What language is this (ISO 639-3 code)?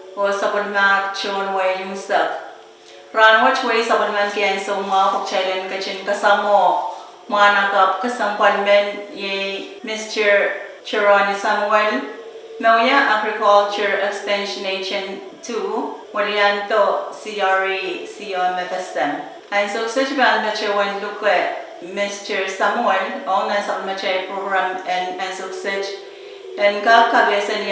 pon